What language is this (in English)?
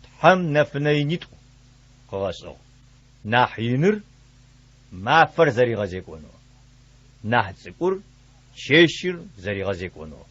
Adyghe